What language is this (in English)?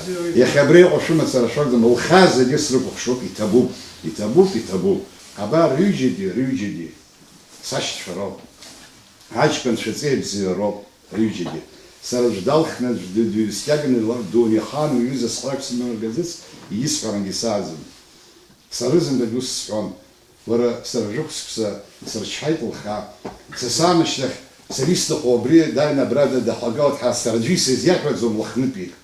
Abkhazian